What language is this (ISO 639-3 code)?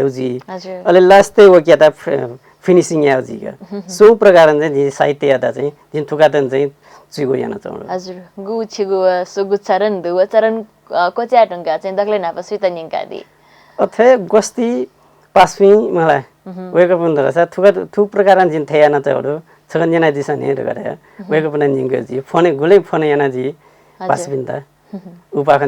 new